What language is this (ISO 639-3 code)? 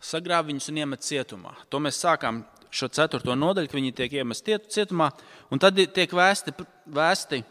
lav